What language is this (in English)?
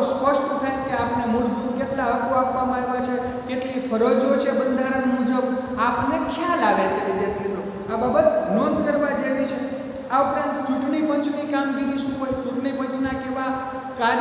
Gujarati